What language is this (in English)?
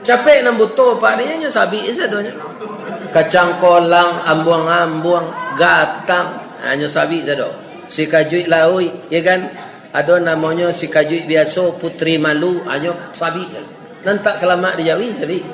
Minangkabau